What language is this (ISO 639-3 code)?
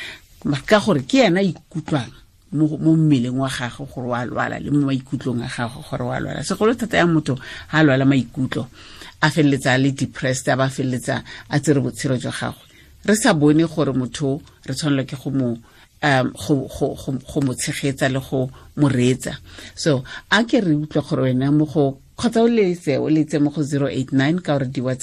tsn